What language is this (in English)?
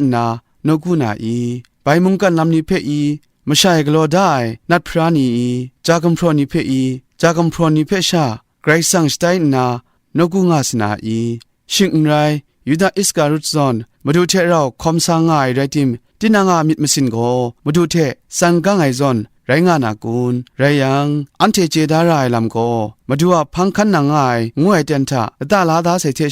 Kachin